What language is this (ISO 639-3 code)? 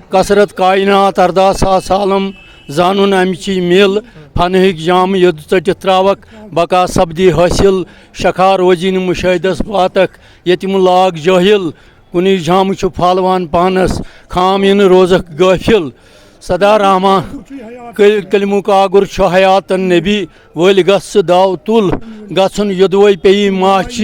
kas